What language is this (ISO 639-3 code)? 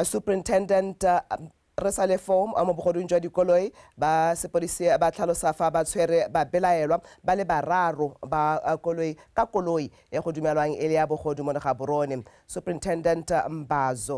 tsn